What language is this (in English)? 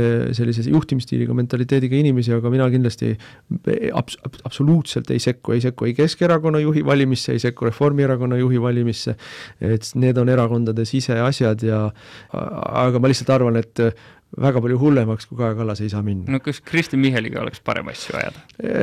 Estonian